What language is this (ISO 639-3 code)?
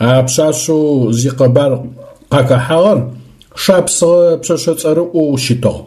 ady